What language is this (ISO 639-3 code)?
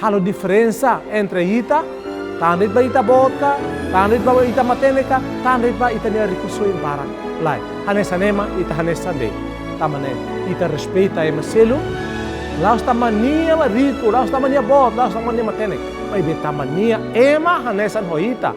tet